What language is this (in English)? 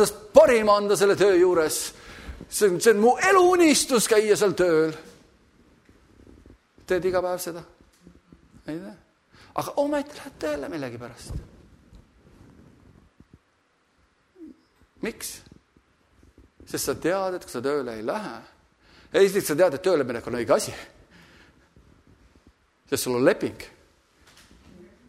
Estonian